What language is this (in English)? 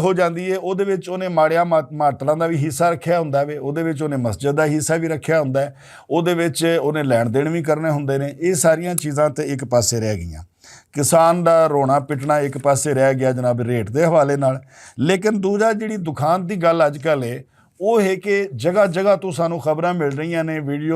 Western Panjabi